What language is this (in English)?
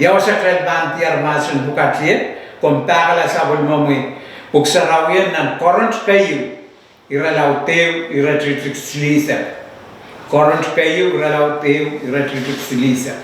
Pohnpeian